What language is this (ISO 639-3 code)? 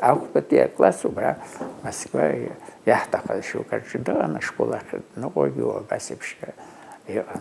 abk